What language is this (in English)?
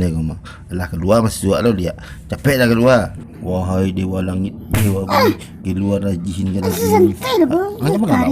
Minangkabau